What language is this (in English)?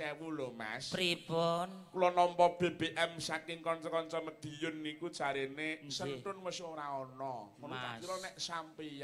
Javanese